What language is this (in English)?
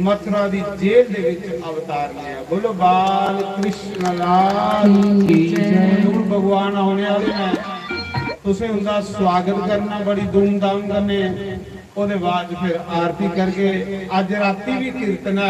Dogri